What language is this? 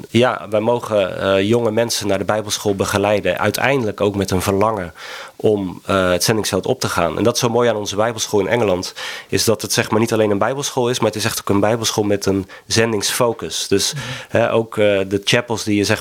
Dutch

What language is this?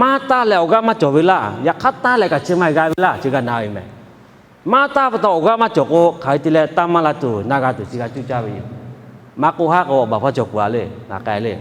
Lahu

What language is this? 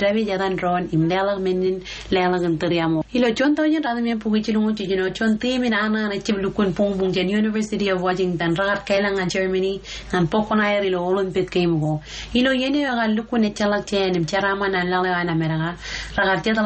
Marshallese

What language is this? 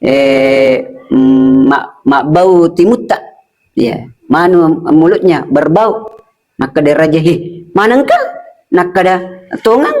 Buginese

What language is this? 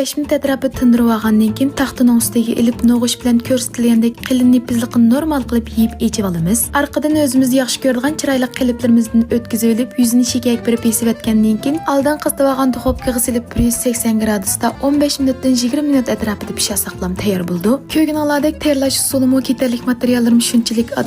Uyghur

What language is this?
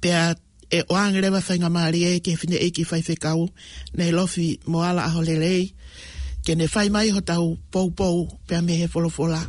Tongan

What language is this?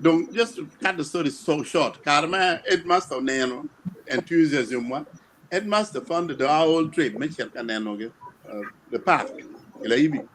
Acoli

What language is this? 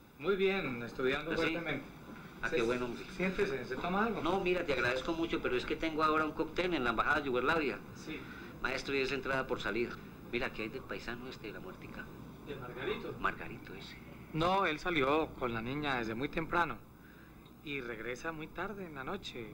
Spanish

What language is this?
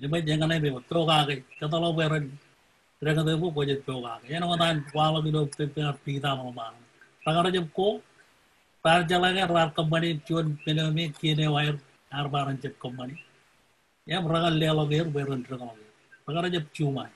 Marshallese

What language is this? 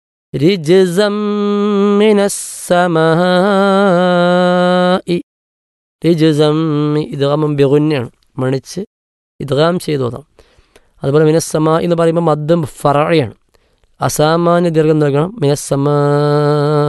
Malayalam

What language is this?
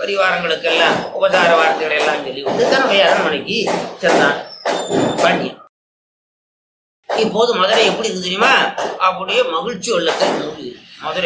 Tamil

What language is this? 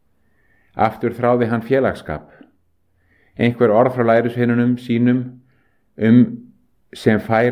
Icelandic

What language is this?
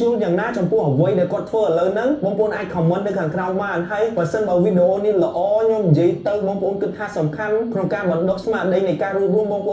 Khmer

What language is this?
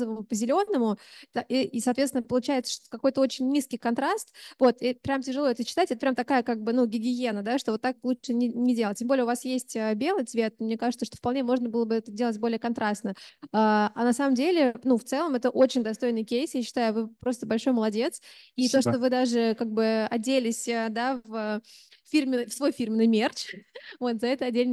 Russian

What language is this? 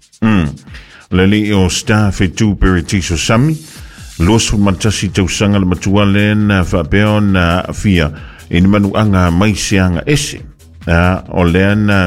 Samoan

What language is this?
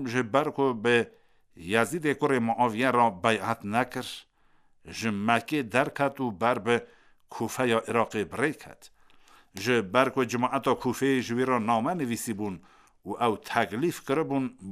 Kurdish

